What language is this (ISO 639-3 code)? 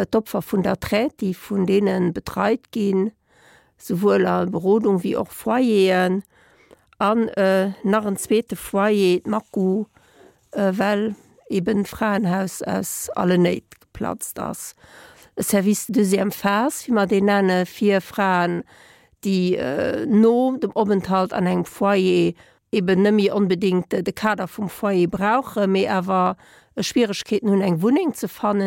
ltz